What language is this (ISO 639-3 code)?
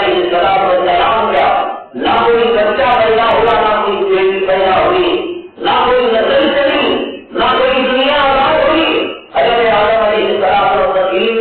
urd